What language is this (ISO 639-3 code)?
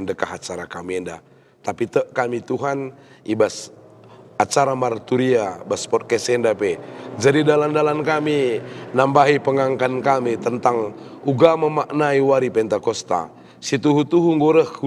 btx